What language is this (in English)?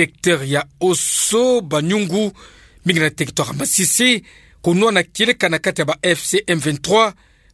Kituba (Democratic Republic of Congo)